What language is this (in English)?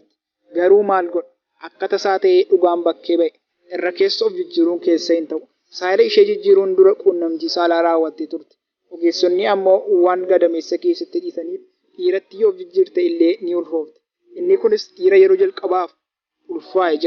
Oromo